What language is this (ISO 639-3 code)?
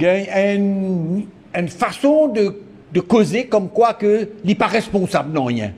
mfe